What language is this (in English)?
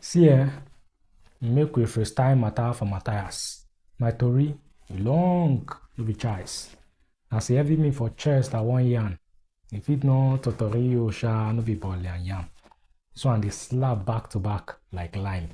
Nigerian Pidgin